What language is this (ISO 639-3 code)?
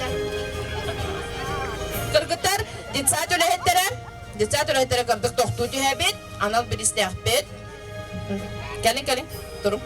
sah